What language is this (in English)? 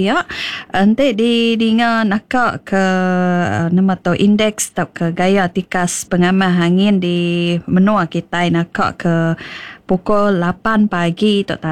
Iban